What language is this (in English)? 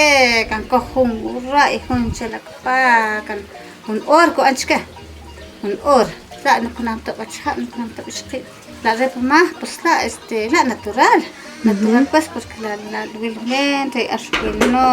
Achi